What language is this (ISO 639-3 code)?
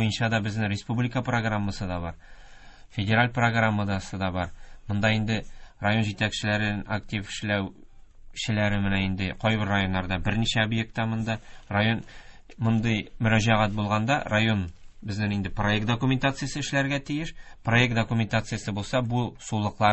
tat